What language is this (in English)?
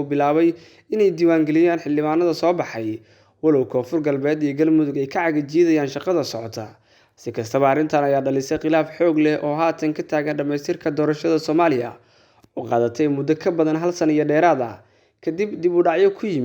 Somali